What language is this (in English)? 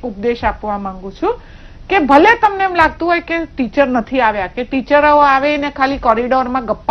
Gujarati